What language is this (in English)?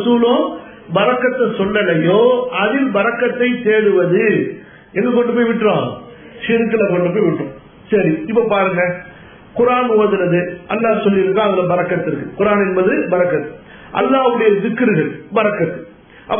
Tamil